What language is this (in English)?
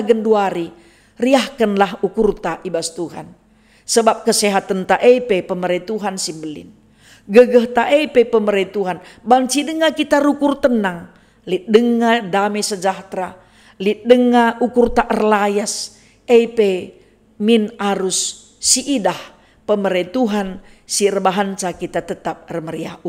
Batak Karo